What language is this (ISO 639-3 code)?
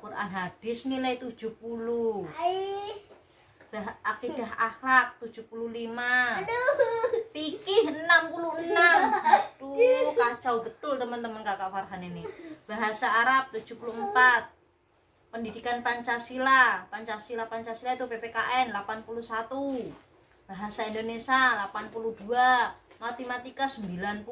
ind